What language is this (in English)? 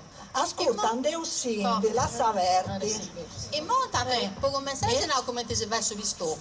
Sardinian